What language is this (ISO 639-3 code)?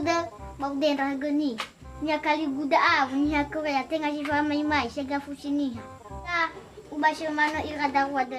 nia